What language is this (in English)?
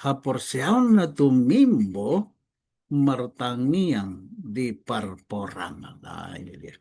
Batak Toba